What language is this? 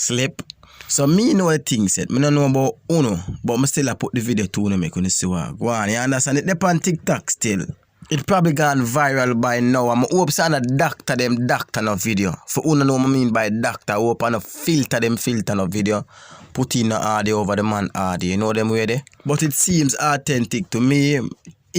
Jamaican Creole English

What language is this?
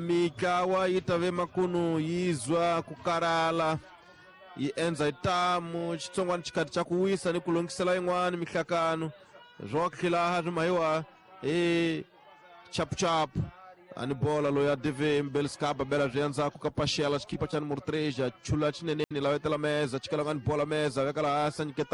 Tsonga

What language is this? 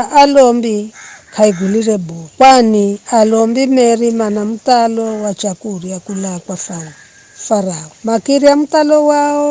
Giryama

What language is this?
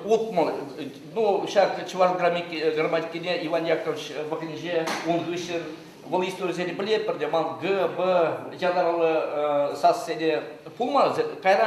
Chuvash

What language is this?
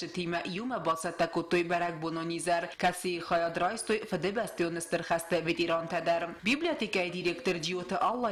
Ossetic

